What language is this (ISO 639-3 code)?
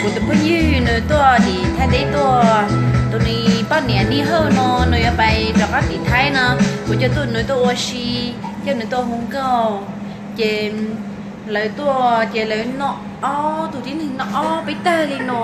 hmn